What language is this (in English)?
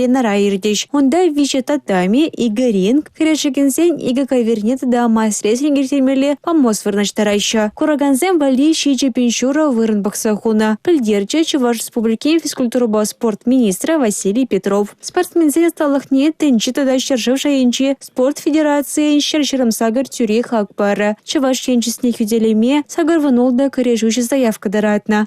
Chuvash